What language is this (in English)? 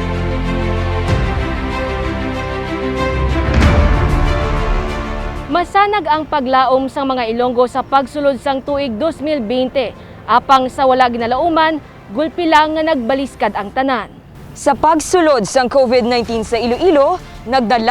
Hiligaynon